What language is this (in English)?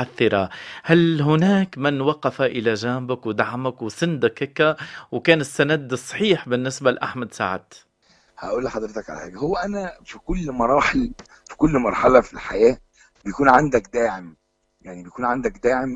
Egyptian Arabic